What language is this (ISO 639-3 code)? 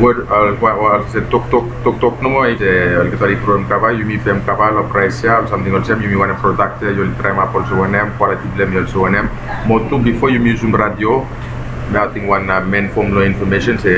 bis